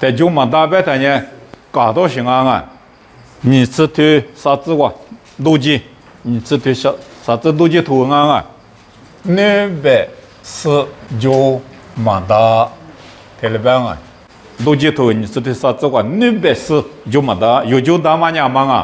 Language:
Lisu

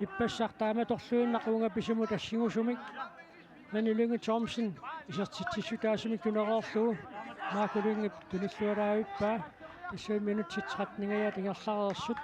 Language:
Kalaallisut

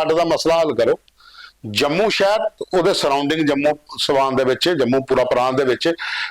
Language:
Dogri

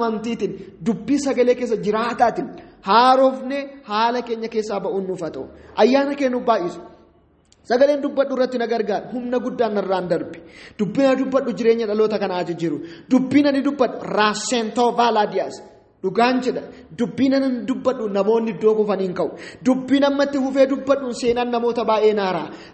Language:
Oromo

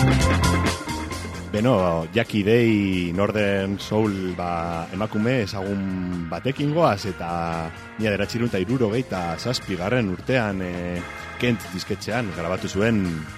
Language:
Basque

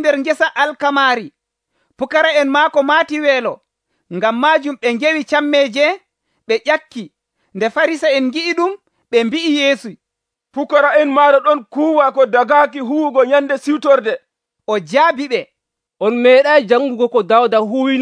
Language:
Nigerian Fulfulde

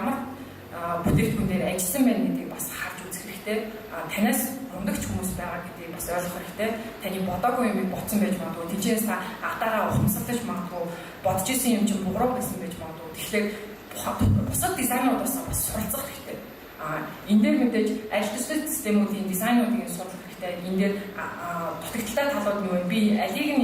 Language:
Mongolian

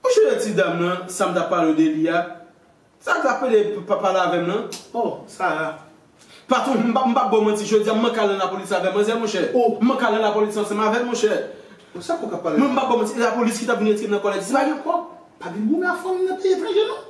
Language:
Haitian Creole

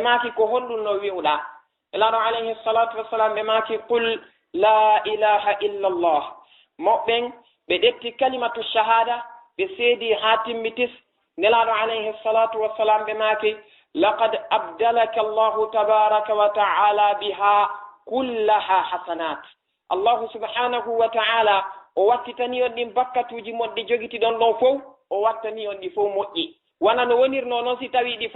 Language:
Fula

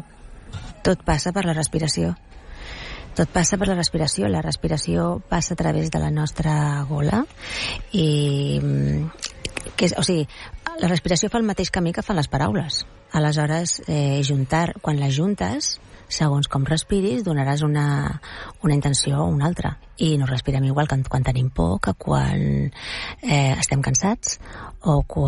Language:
Catalan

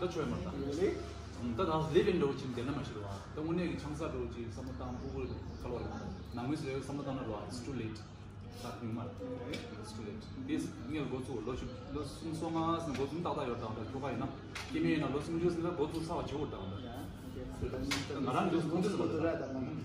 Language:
Tibetan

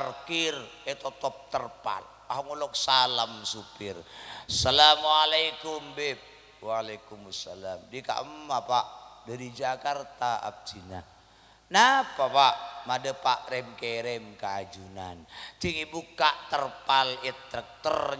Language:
Madurese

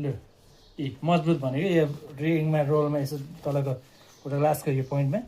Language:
Nepali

